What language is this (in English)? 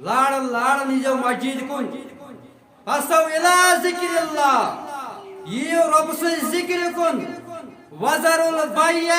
Kashmiri